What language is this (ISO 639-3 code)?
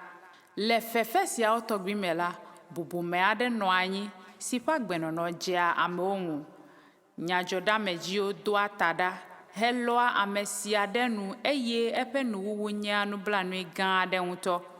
ewe